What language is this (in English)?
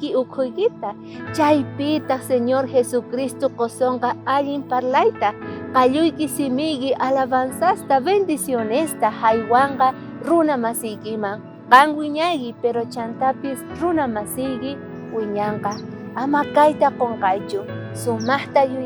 South Bolivian Quechua